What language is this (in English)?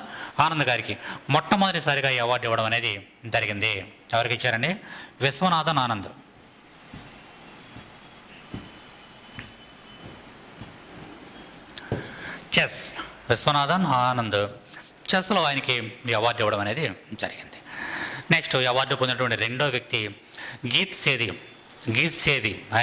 Telugu